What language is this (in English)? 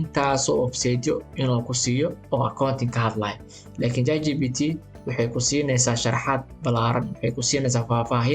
Somali